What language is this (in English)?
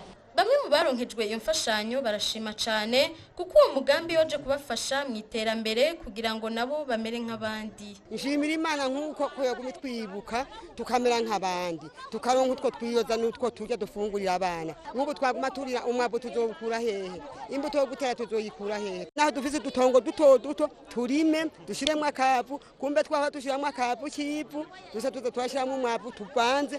Rundi